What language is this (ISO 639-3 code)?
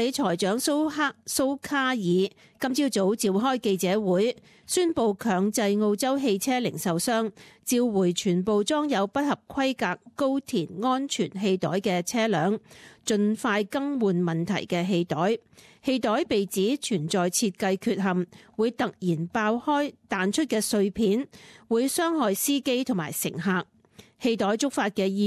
yue